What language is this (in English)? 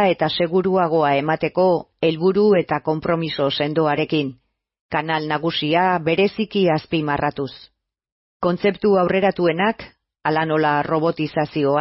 Basque